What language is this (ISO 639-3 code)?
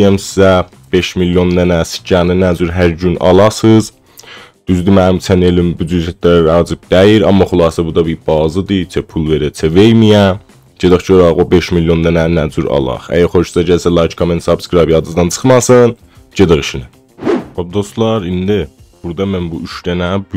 azb